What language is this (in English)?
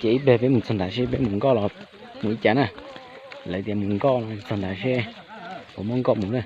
Hmong